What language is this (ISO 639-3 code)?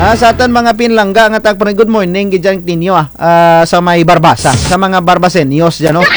krj